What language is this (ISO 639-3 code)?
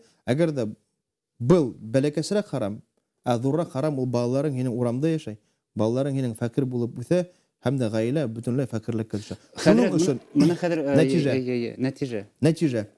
bak